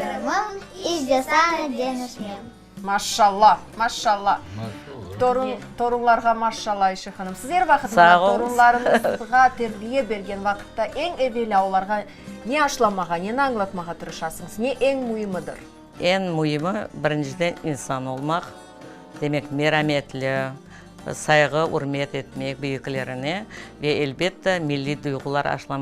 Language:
Crimean Tatar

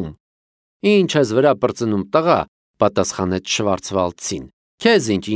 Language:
Armenian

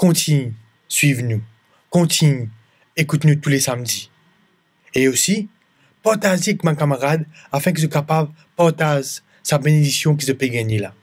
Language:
Morisyen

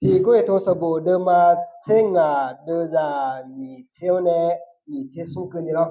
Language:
Akha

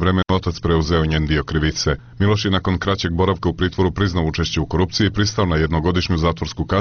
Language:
Serbian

